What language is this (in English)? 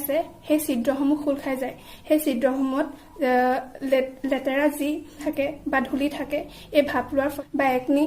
Assamese